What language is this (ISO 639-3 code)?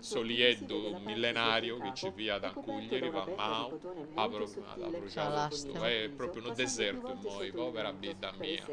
srd